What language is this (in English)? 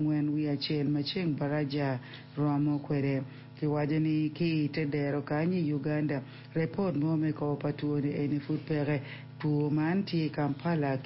Acoli